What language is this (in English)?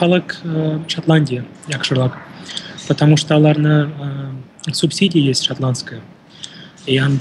Tatar